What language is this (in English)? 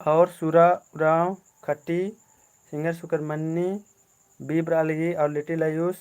Kurukh